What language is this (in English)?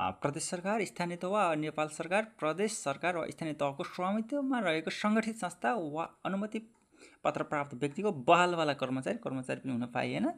Nepali